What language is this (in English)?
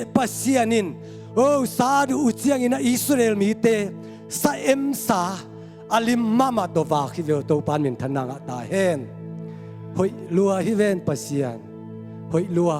Tedim Chin